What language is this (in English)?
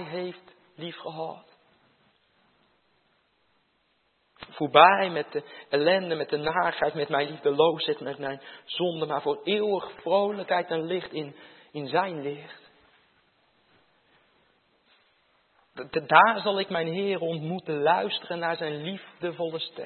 Dutch